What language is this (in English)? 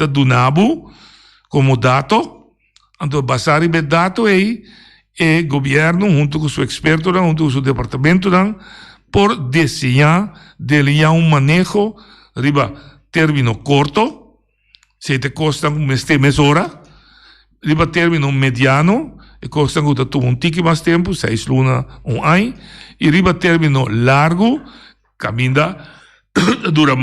Papiamento